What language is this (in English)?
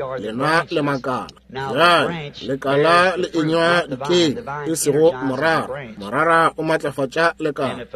Northern Sotho